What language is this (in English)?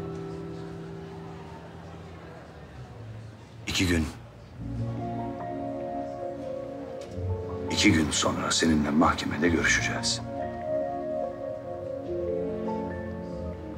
Turkish